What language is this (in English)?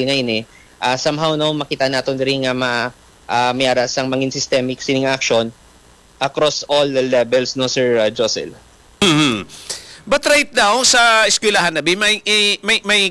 Hiligaynon